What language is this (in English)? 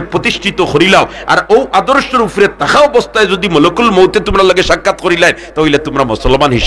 Sylheti